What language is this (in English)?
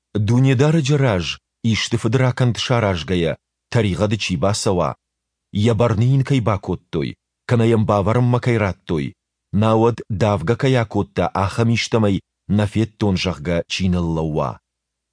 Ossetic